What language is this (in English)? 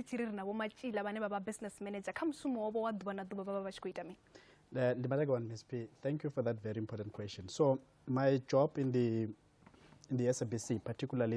Venda